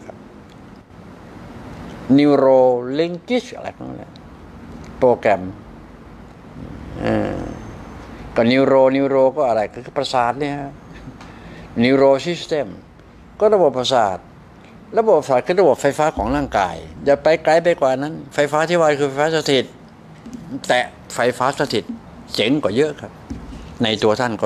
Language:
Thai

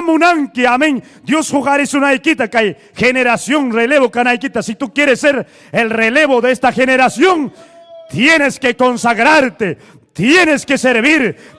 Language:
Ayacucho Quechua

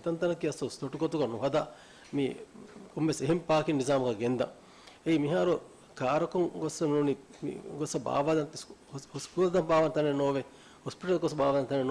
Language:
Divehi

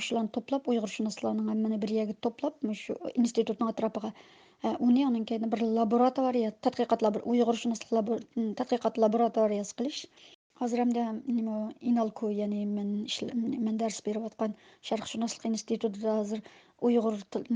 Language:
Uyghur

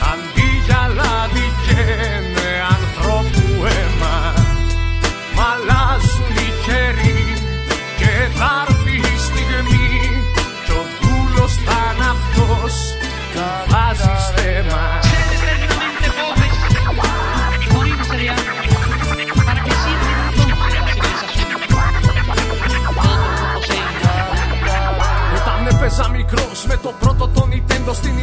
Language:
Greek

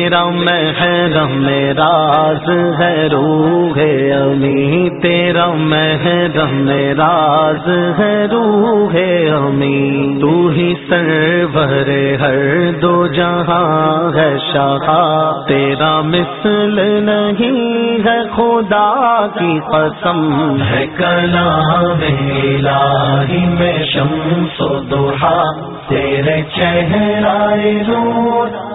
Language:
Urdu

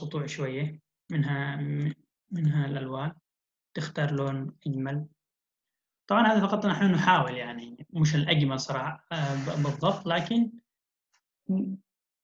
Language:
Arabic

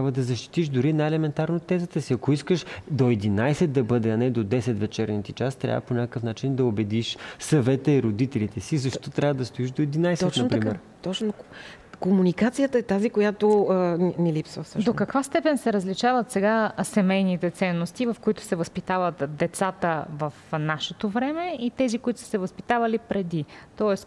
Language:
Bulgarian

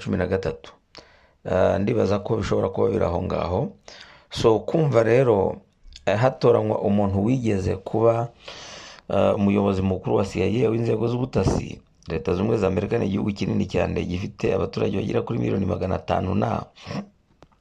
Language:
Kinyarwanda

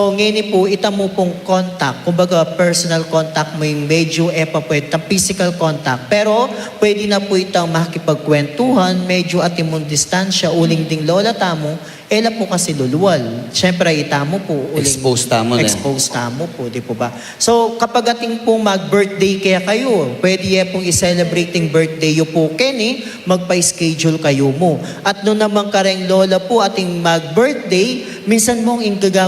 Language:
Pampanga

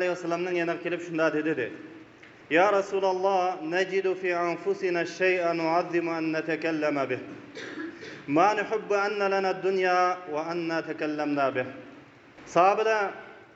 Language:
Uyghur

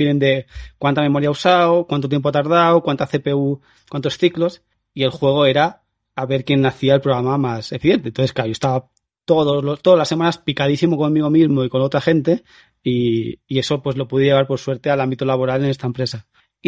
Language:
Spanish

